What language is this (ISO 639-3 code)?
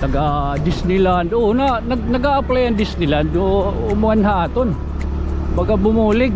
war